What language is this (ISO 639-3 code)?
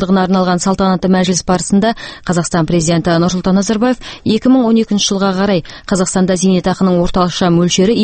kaz